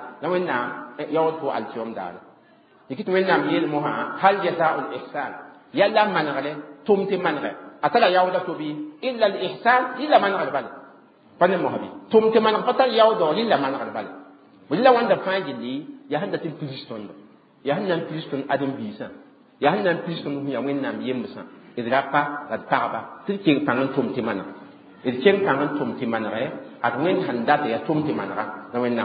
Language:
Mossi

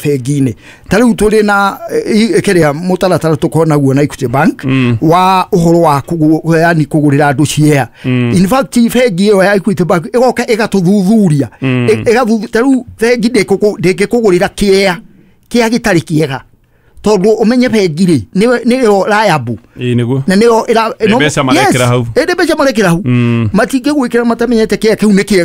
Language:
Kikuyu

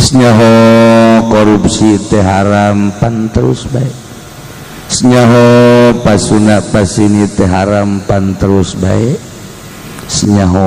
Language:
Sundanese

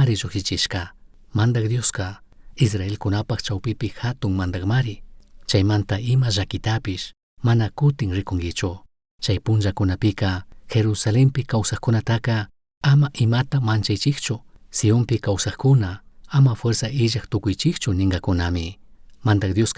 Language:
Chimborazo Highland Quichua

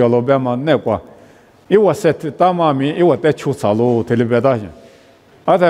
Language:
Lisu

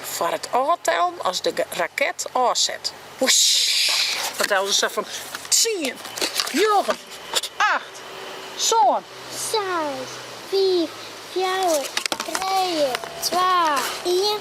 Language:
Western Frisian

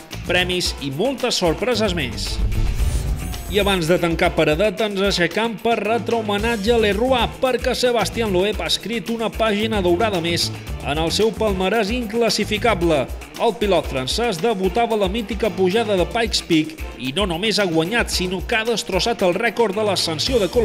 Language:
Catalan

